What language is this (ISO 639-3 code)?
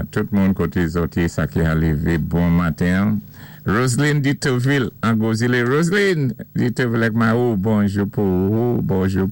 acf